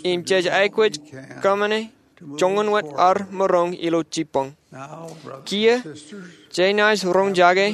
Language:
Marshallese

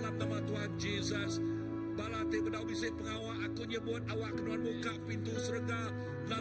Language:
Iban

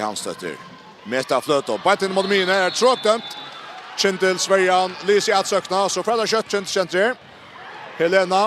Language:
Faroese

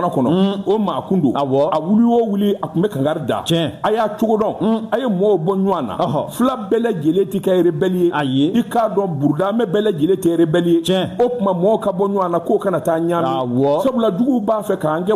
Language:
Bambara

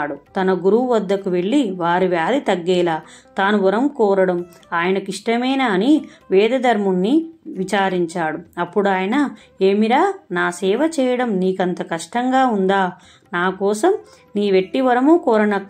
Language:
Telugu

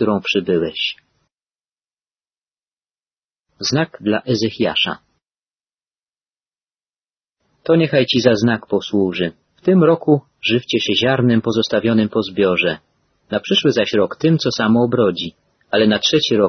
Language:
Polish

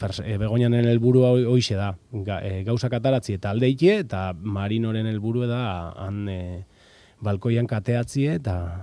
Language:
Basque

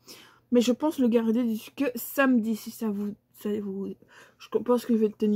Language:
French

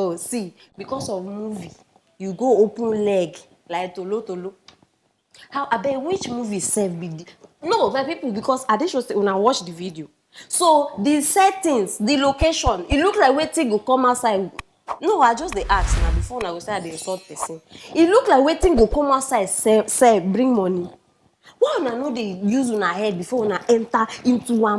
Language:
Nigerian Pidgin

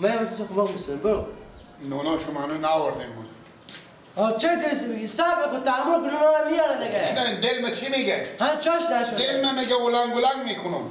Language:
Persian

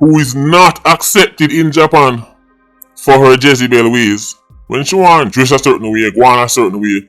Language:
Jamaican Creole English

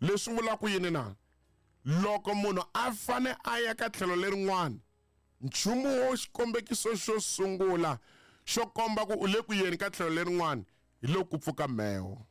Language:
Tsonga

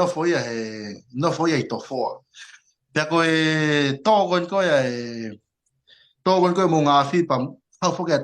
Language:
Tongan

